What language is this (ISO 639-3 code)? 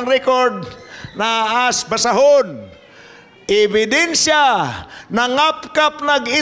ceb